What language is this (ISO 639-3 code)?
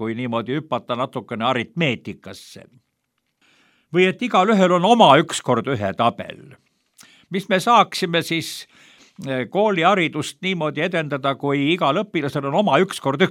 est